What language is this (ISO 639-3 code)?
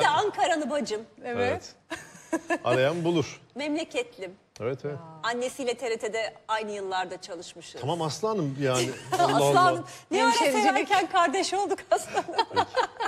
tur